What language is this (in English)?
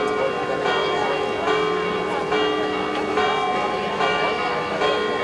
Catalan